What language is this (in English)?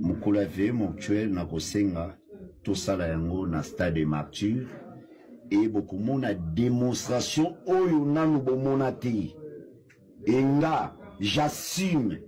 Lingala